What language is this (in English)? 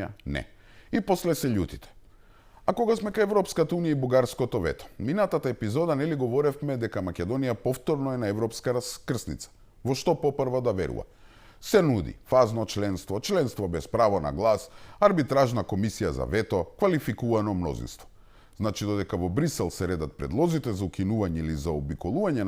Macedonian